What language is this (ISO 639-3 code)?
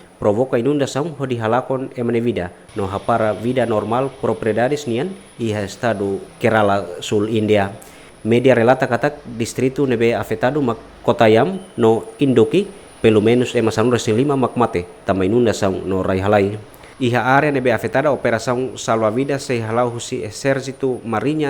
tet